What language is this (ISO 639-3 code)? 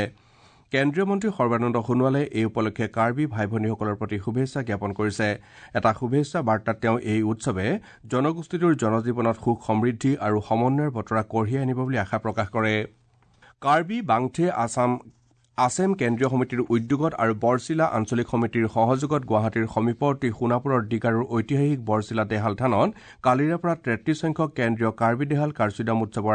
asm